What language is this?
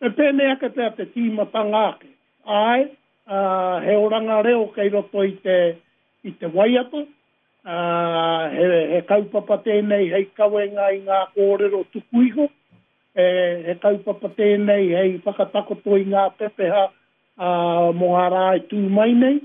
Māori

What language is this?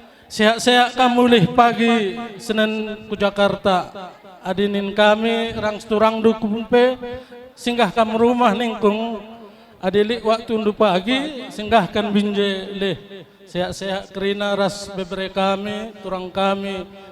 Batak Karo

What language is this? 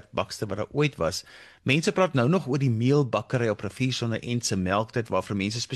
Afrikaans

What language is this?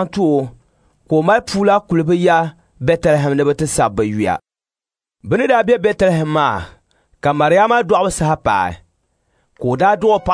Dagbani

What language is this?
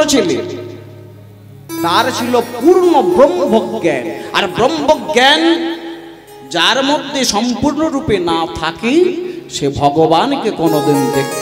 Bangla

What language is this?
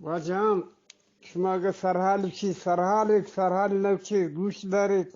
Eastern Balochi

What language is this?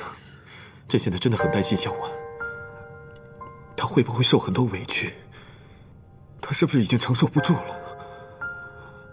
Chinese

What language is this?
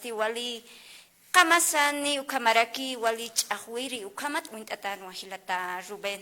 Aymara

